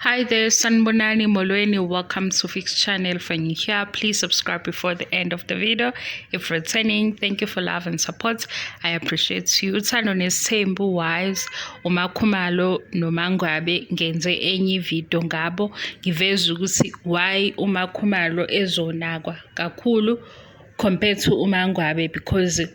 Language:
Zulu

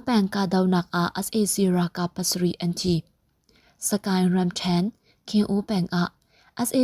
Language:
Hakha Chin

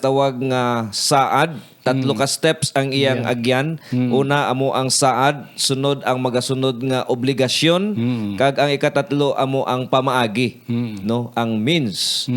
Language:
Hiligaynon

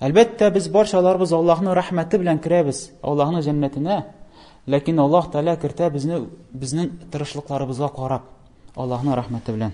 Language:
Tatar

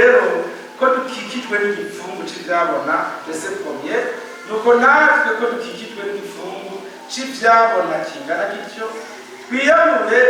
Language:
Rundi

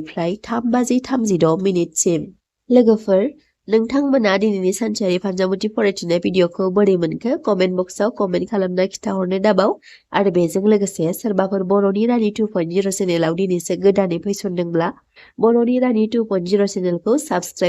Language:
Bodo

